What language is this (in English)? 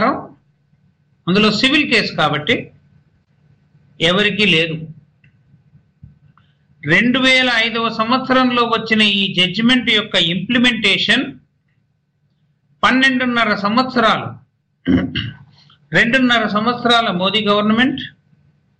Telugu